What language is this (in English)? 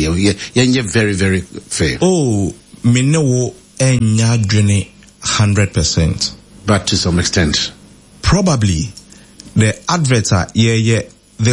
Akan